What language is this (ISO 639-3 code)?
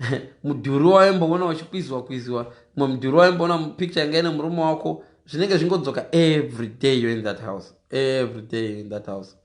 sna